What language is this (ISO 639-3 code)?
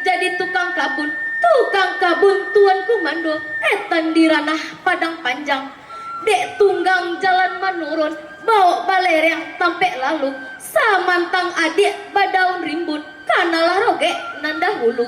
min